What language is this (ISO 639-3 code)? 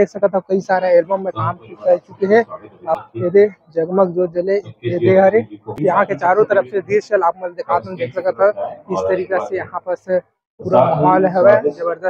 hne